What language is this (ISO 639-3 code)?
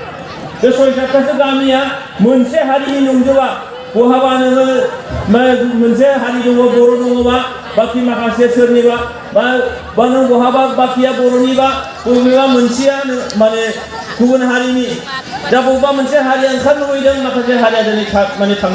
brx